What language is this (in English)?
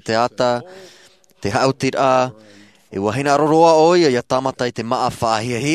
Tahitian